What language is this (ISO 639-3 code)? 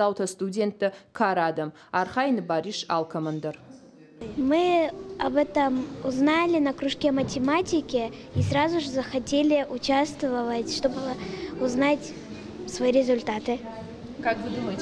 oss